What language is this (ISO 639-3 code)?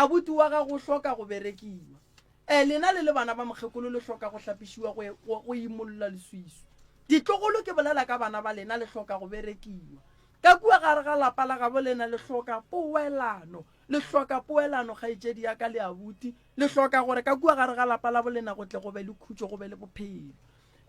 nso